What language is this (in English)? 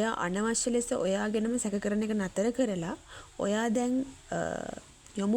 Sinhala